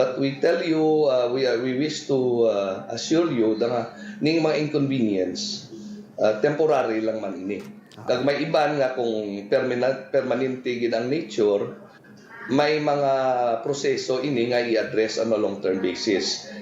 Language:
Hiligaynon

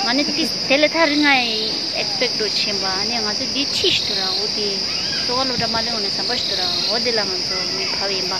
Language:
Tibetan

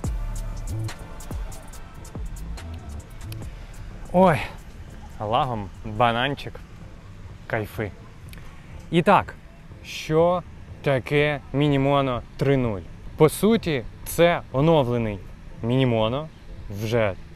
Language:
Ukrainian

